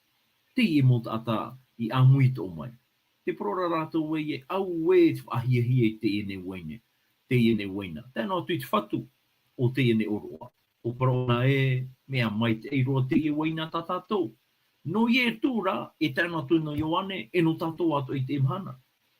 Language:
Tahitian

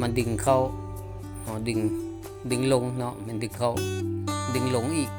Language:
Lao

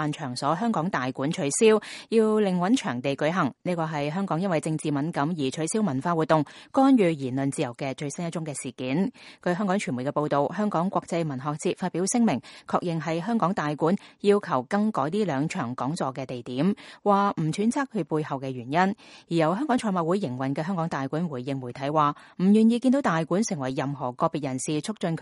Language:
Cantonese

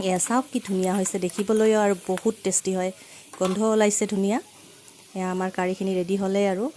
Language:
Assamese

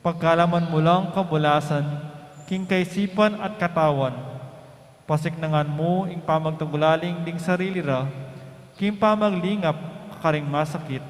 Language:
Pampanga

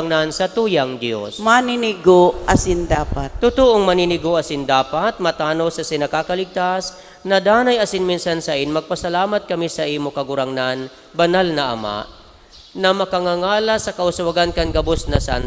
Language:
Bikol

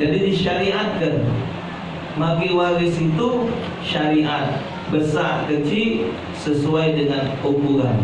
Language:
Musi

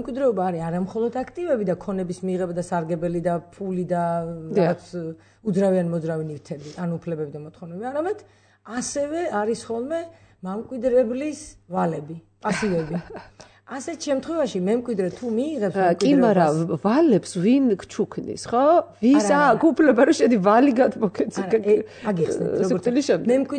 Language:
Georgian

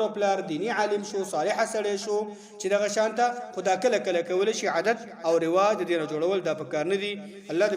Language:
Pashto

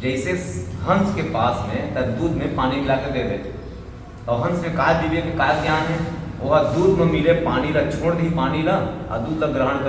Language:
Chhattisgarhi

